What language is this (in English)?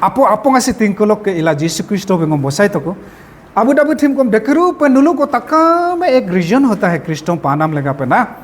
Adi